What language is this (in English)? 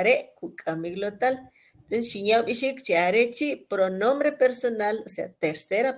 Kʼicheʼ